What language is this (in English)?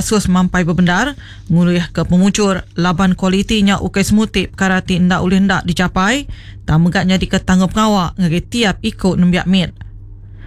Iban